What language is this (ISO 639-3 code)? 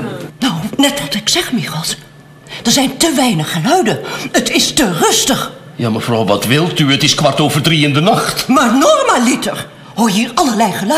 nld